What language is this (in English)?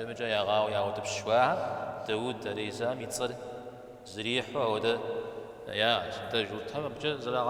Kabardian